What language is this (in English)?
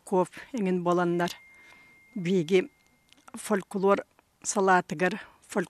Yakut